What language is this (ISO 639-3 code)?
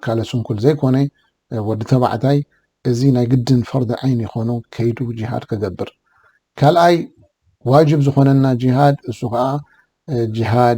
tir